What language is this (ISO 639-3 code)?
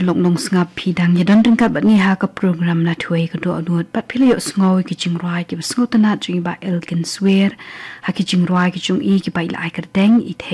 kha